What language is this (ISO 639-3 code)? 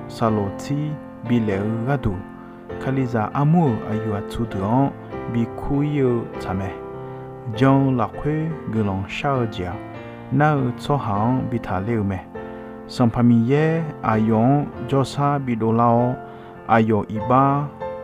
ahk